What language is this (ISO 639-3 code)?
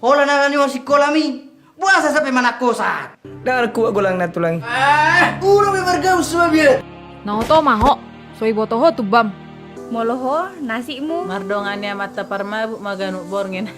bbc